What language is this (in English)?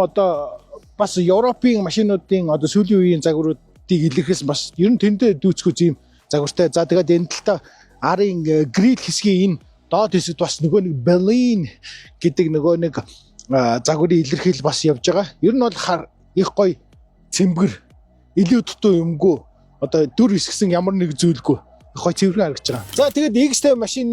Mongolian